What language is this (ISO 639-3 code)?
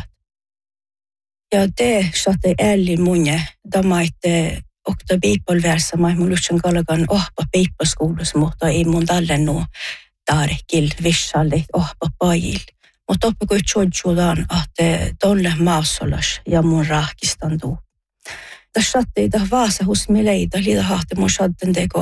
sme